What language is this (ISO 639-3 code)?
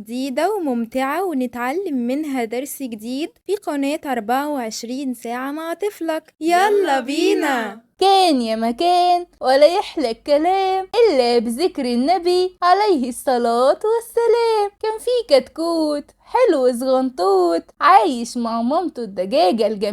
arz